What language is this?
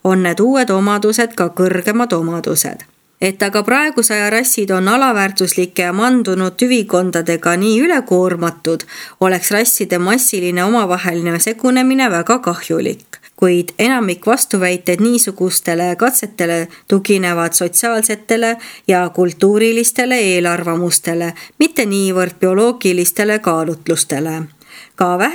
Estonian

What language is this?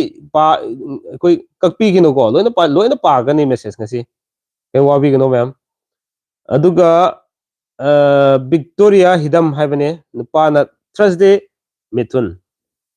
Manipuri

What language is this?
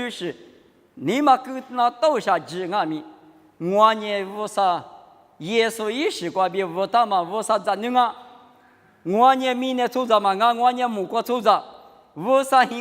Lisu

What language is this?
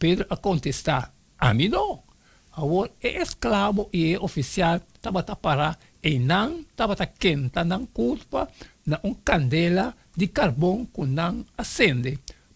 Papiamento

